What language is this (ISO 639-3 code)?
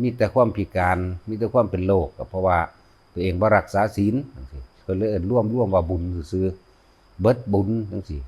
lao